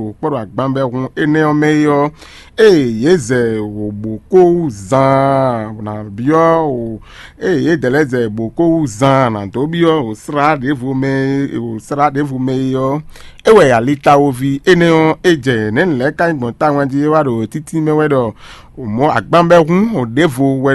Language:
Fon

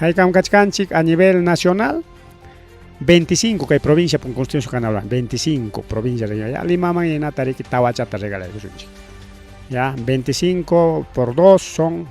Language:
Ayacucho Quechua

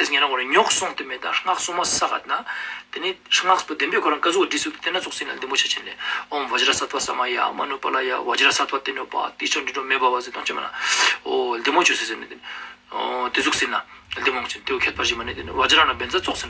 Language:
Ladakhi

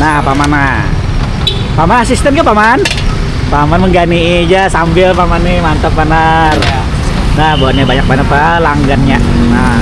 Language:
Banjar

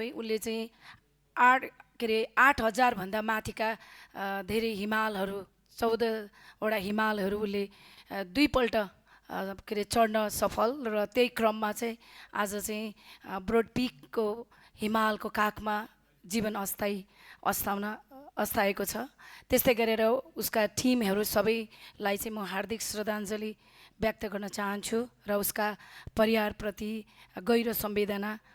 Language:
Nepali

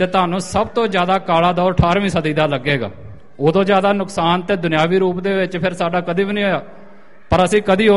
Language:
Punjabi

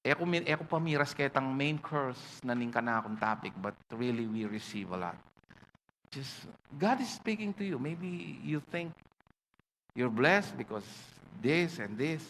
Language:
Pampanga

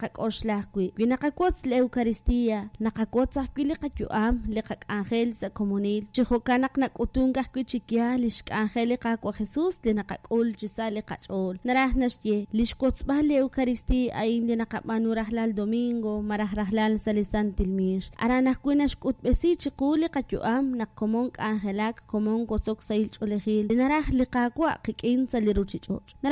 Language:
Kekchí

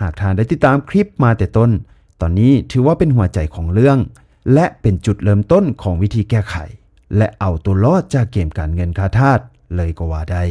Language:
Lao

